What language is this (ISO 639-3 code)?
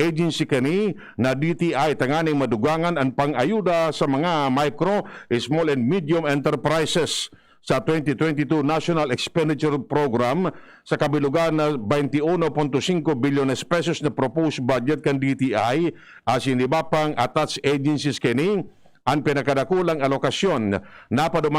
bik